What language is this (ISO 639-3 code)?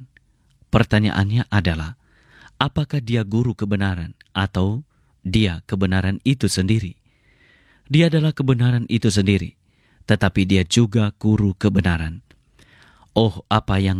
ind